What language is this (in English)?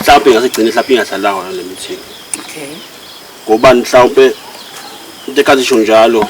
Zulu